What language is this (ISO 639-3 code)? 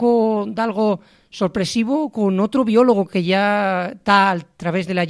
ast